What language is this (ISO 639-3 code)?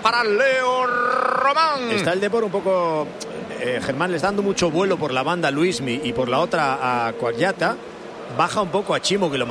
spa